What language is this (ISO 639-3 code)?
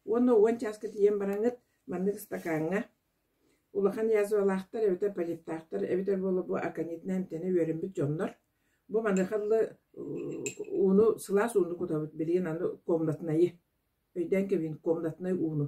sah